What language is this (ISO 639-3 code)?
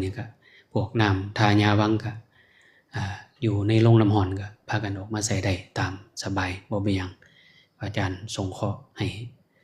tts